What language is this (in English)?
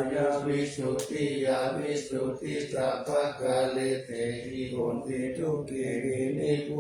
Pali